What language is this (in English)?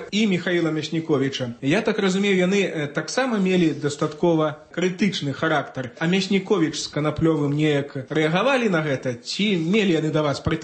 Belarusian